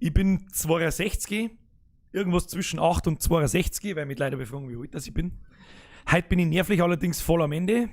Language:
Bavarian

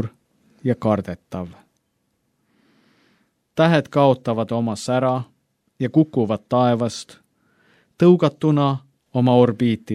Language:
Estonian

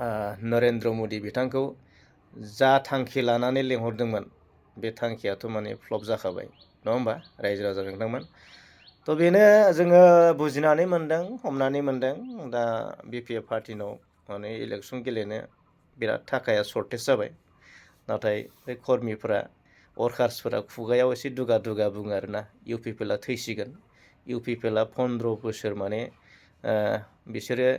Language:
Bodo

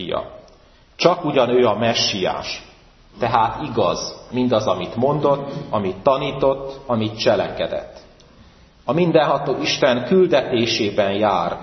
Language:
Hungarian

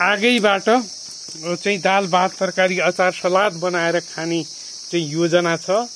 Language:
Nepali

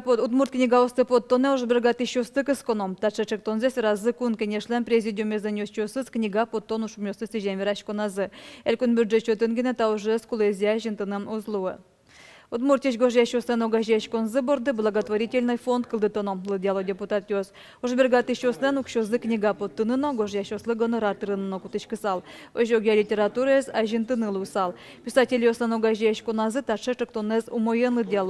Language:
Udmurt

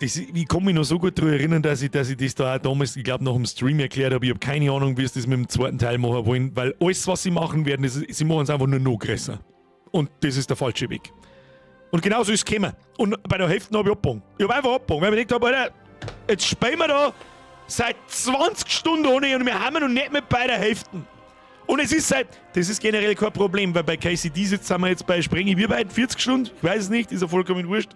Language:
Bavarian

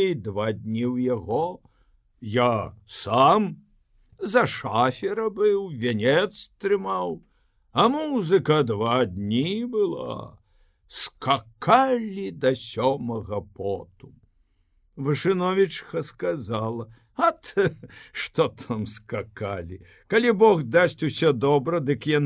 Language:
Belarusian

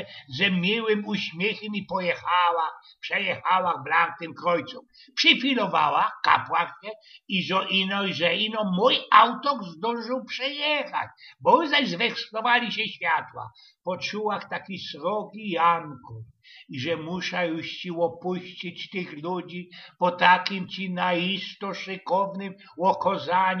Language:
Silesian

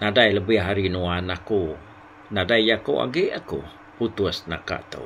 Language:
Iban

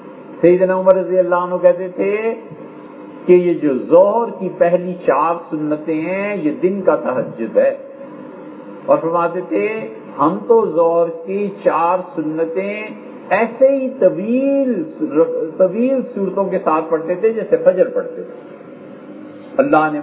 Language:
Urdu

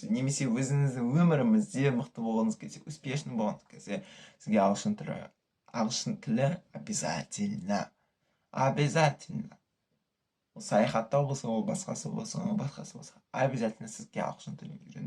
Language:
Kazakh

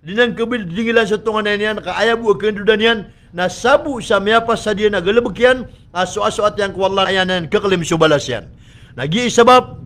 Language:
Maranao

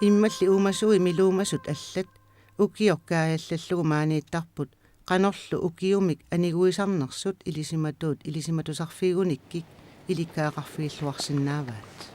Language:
Kalaallisut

